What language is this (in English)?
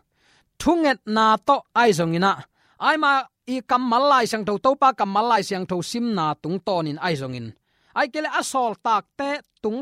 Tedim Chin